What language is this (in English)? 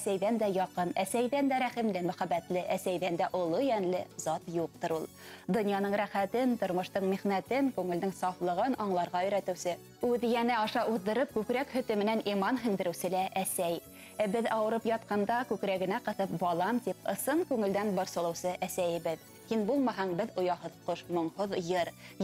Bashkir